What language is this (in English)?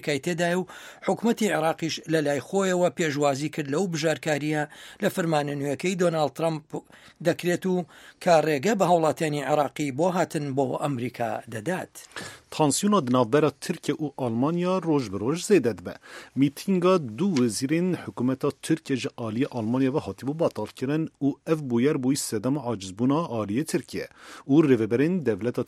Central Kurdish